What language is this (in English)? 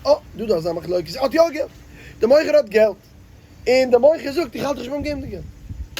Yiddish